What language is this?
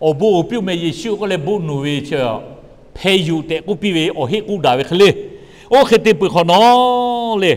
Lahu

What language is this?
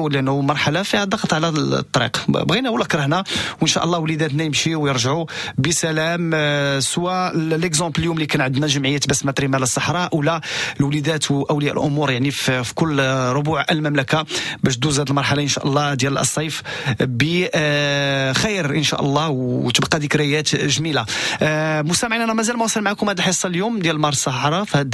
Moroccan Arabic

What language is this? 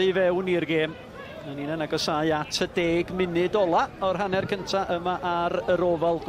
Welsh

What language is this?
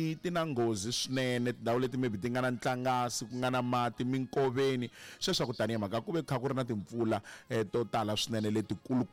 Tsonga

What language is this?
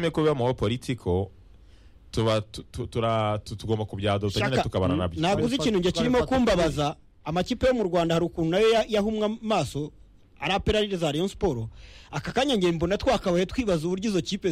Kinyarwanda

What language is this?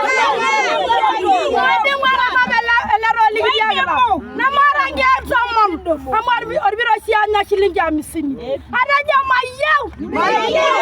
Masai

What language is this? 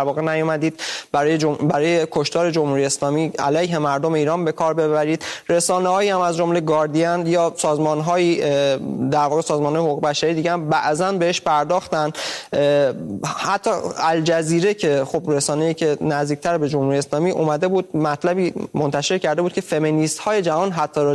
Persian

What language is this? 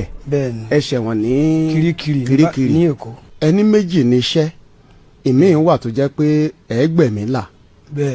Yoruba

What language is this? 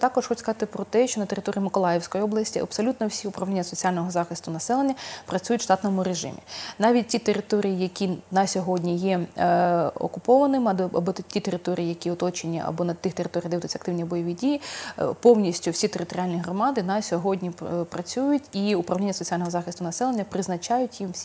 Ukrainian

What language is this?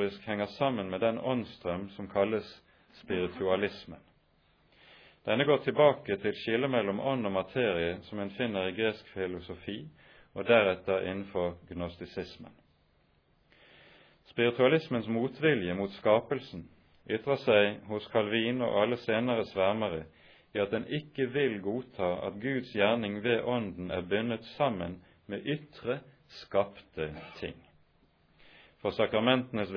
Norwegian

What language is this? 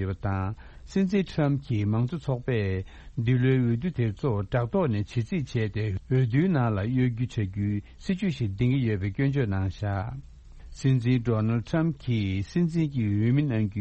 Tibetan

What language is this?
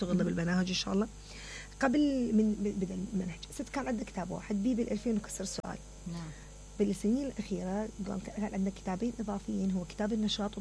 Mesopotamian Arabic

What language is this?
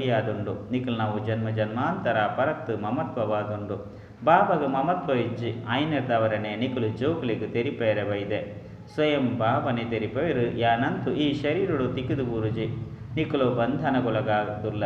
Tulu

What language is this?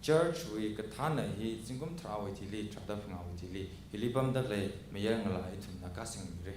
Tangkhul Naga (India)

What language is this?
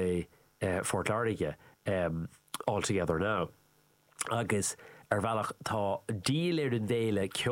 Irish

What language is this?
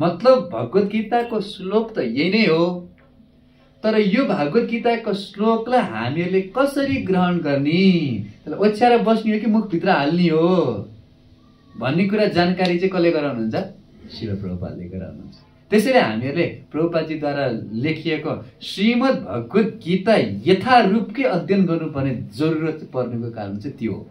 Nepali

